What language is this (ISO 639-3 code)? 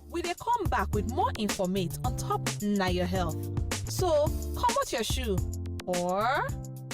pcm